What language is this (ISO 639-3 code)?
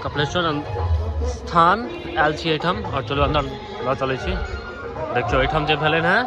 mai